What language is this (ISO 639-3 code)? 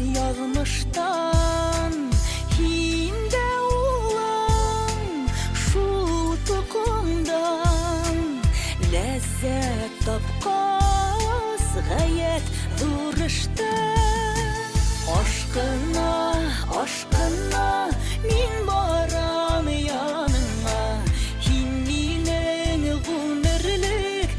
bak